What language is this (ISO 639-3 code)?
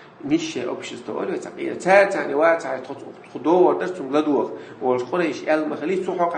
che